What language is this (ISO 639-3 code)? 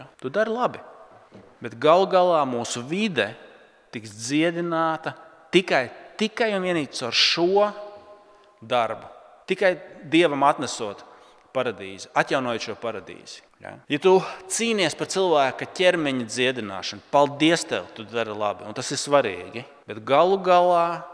lav